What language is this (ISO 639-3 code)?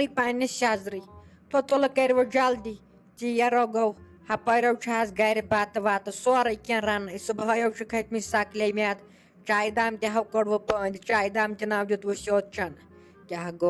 kas